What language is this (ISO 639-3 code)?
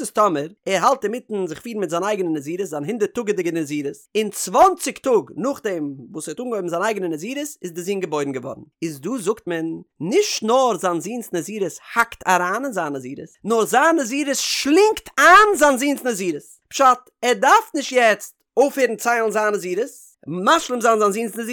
yid